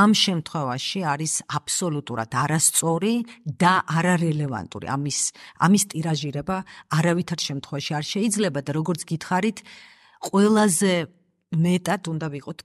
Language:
Georgian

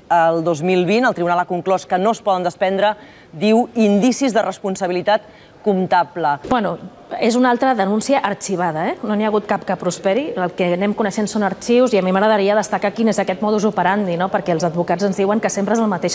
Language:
Catalan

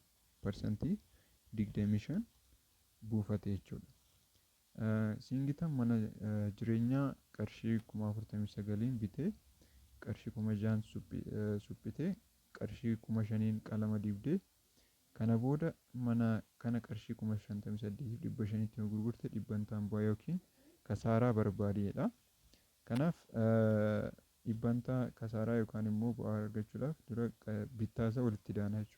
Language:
Oromo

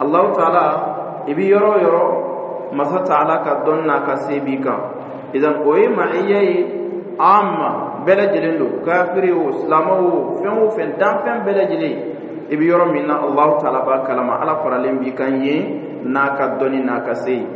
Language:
Dyula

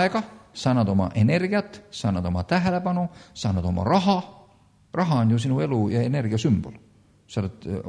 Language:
Estonian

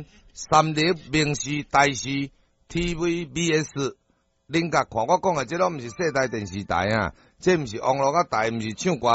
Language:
Min Nan Chinese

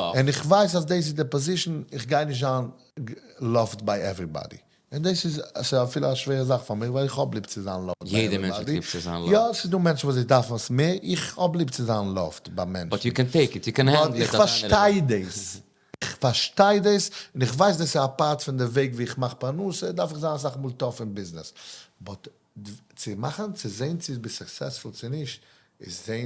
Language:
Yiddish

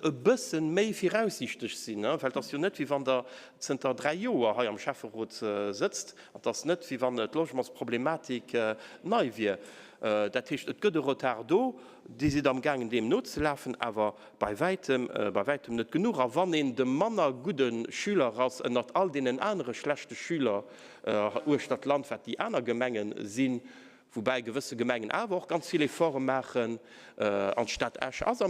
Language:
Luxembourgish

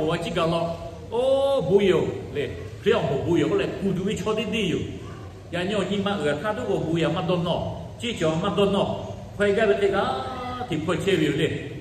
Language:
Lahu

